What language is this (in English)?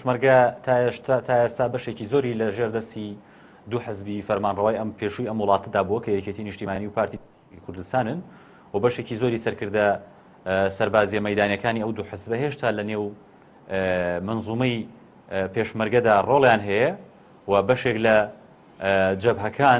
Central Kurdish